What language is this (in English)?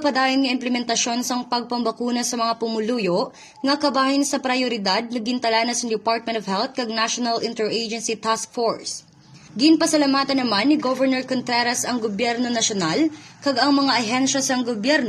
Hiligaynon